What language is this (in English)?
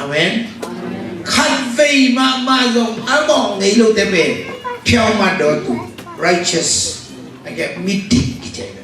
Tedim Chin